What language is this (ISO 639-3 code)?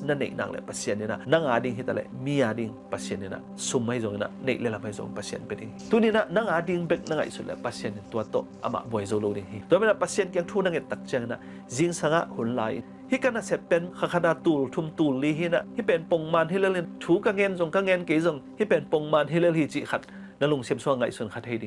ctd